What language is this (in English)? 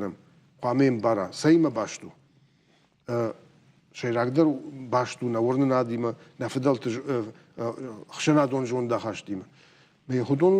Ossetic